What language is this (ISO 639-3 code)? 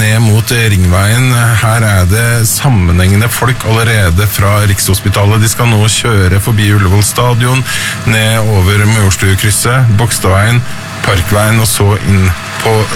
nor